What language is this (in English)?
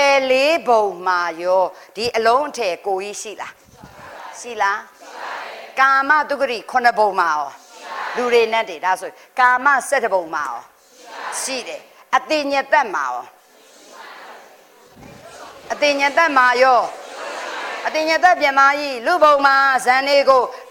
Burmese